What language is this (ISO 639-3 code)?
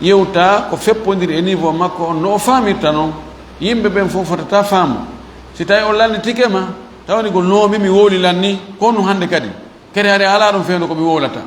ful